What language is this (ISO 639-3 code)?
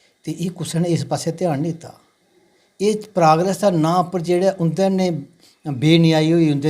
doi